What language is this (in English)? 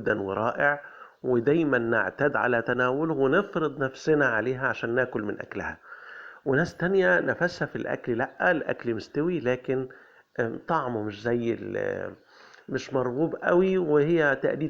Egyptian Arabic